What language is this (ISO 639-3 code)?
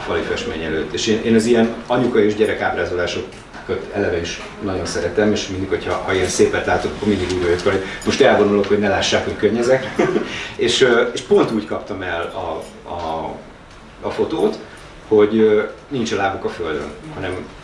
hun